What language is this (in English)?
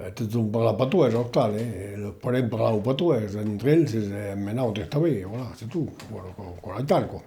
Occitan